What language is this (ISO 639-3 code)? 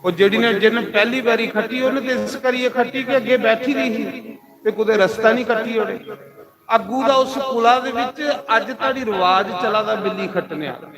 doi